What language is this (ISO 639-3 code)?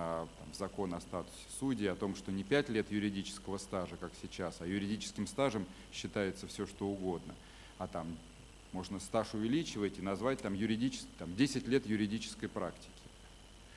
rus